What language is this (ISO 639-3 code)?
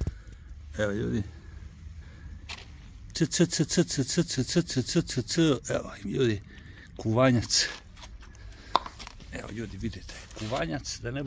srp